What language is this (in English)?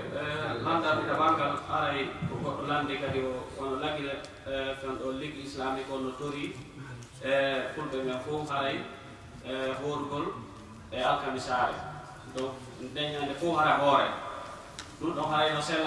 Fula